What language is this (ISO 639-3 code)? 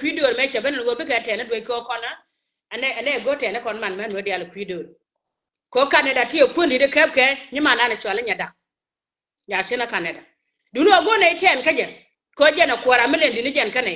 nus